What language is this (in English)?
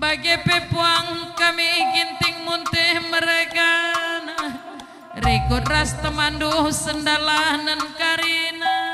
Batak Karo